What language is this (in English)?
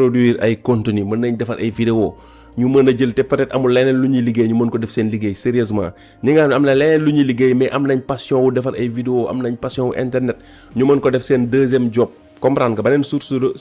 Wolof